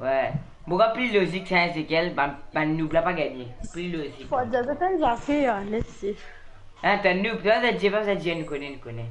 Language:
Morisyen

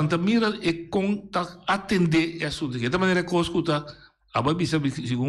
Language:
Papiamento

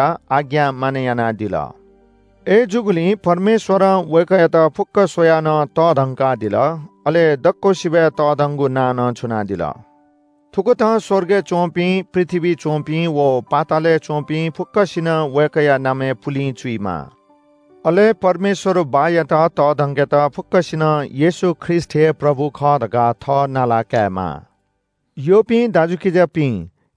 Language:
Newari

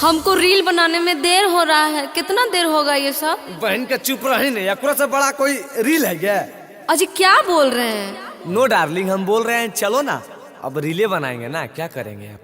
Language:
Magahi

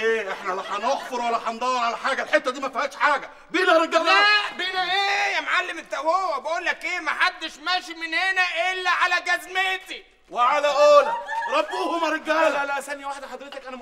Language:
Egyptian Arabic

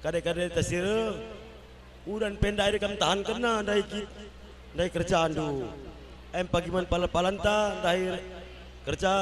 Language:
Batak Karo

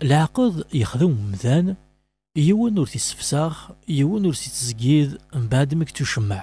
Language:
Kabyle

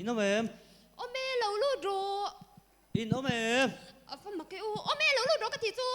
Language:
Mizo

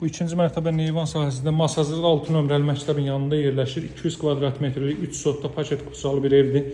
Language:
Azerbaijani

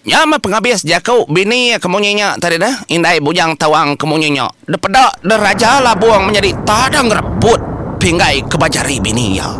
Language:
Iban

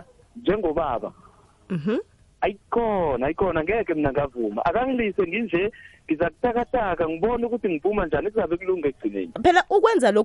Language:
South Ndebele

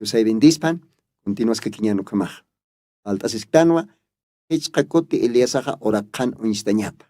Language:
Aymara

